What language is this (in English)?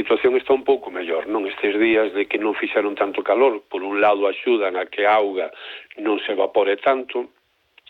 Galician